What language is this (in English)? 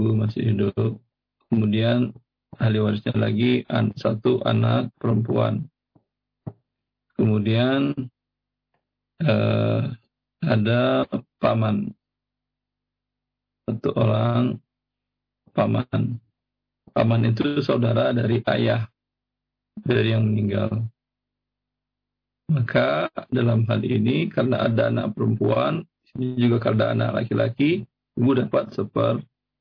Indonesian